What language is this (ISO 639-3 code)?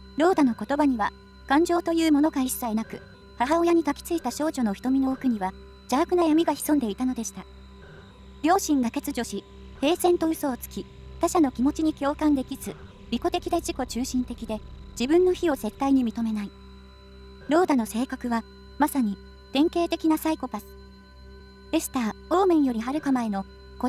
jpn